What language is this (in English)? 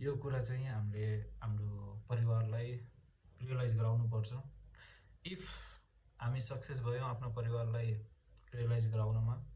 Nepali